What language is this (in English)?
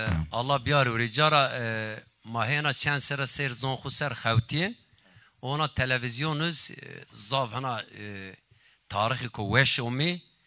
Zaza